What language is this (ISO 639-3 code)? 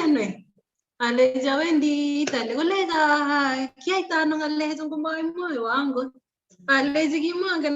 kln